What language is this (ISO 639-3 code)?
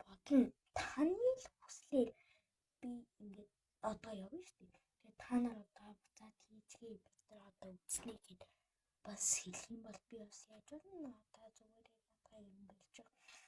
mon